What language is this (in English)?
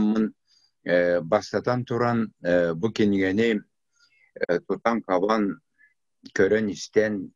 Yakut